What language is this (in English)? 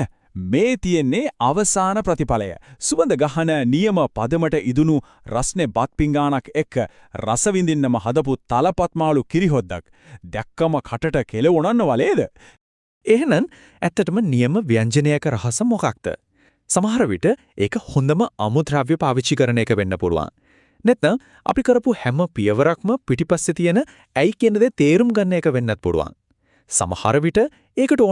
Sinhala